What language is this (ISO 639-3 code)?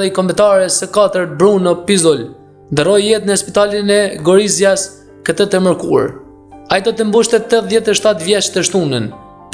sqi